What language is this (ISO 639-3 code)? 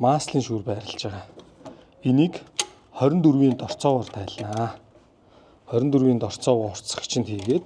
mon